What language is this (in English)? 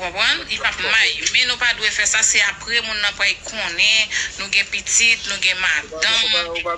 Haitian Creole